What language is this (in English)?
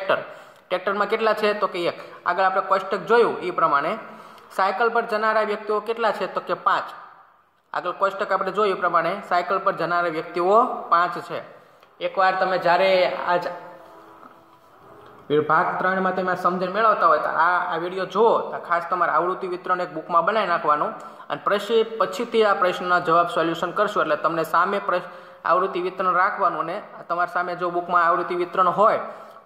Gujarati